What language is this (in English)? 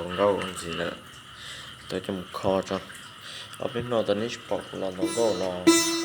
Hmong